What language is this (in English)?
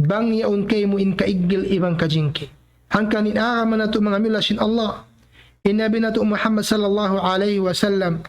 Tausug